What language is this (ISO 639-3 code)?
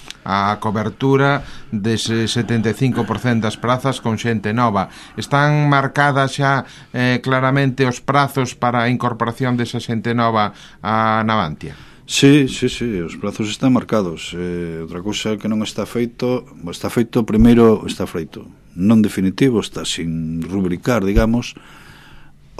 glg